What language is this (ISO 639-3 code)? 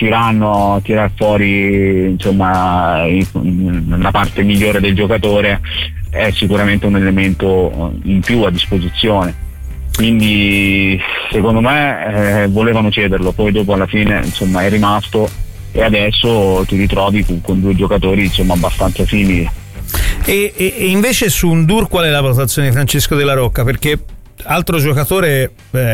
ita